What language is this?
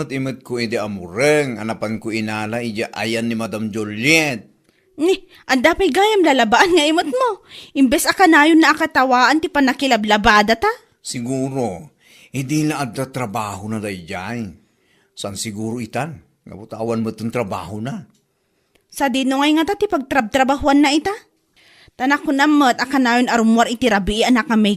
Iloko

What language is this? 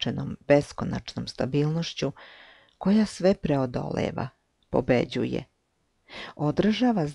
Serbian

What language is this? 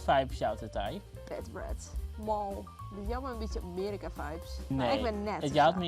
Western Frisian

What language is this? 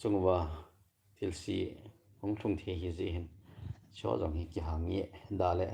Thado Chin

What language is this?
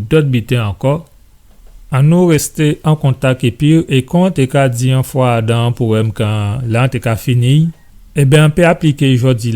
Guadeloupean Creole French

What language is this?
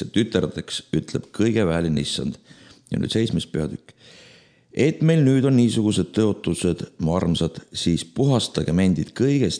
Estonian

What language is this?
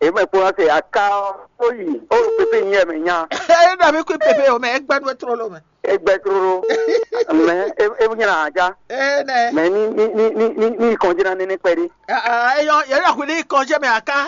Fon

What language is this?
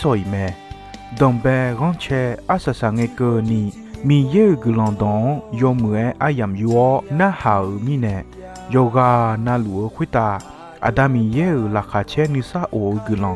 Akha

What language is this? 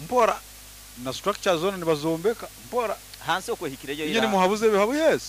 Nyoro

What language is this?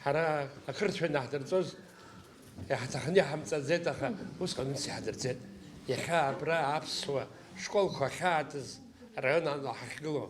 Abkhazian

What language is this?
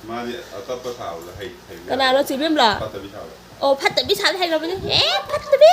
Manipuri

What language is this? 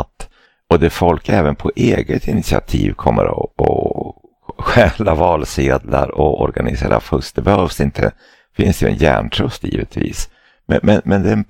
Swedish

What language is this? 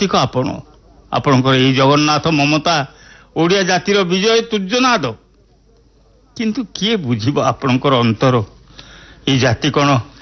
Odia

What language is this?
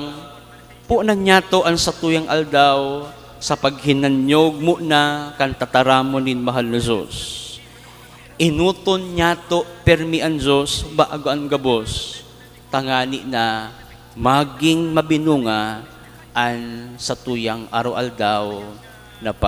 Bikol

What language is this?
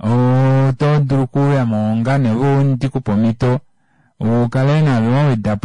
Kuanyama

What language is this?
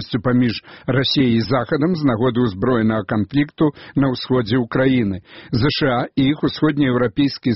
Belarusian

